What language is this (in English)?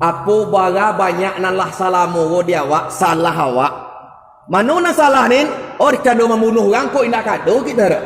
Minangkabau